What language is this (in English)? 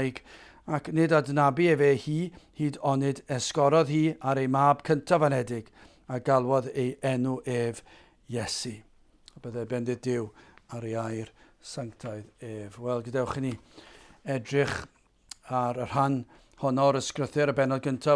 Welsh